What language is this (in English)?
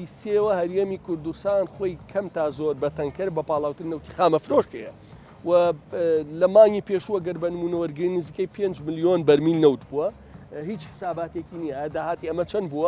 Central Kurdish